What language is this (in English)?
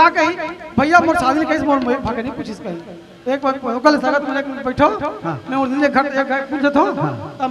Chhattisgarhi